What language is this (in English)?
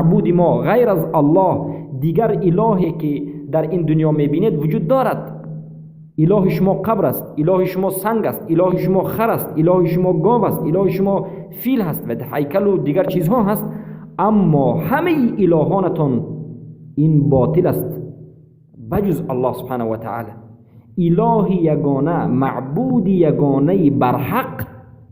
Persian